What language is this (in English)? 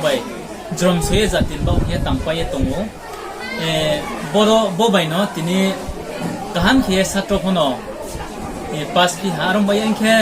Riang (India)